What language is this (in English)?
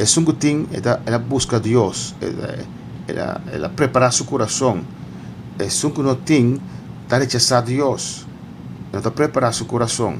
Papiamento